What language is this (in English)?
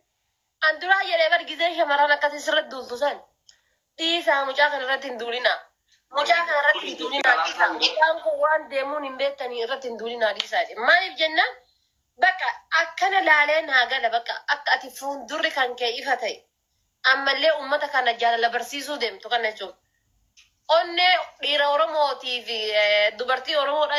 Oromo